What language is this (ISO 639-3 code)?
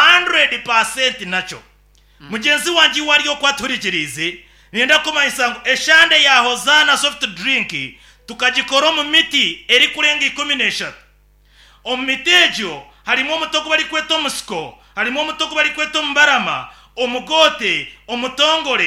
nyn